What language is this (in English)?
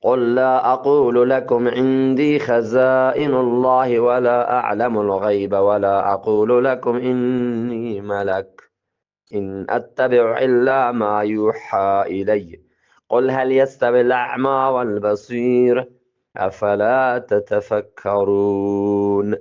Eastern Balochi